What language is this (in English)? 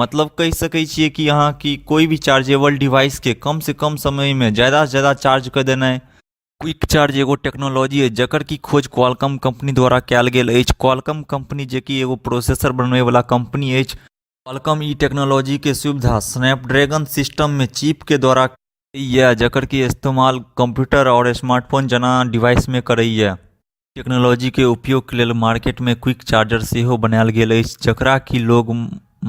Maithili